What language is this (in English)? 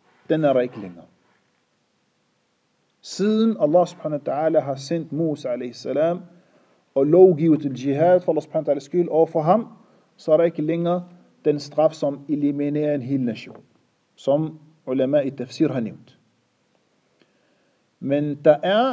Danish